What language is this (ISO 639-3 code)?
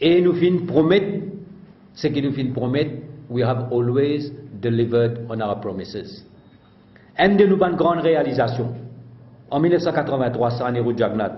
mfe